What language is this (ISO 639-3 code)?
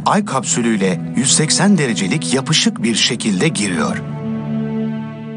tur